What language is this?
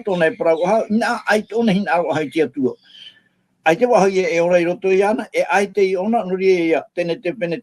Tahitian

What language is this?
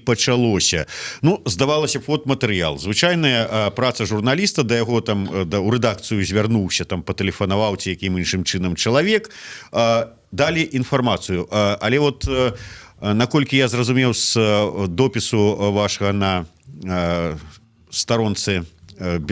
Belarusian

